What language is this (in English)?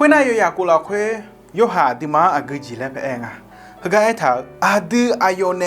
Akha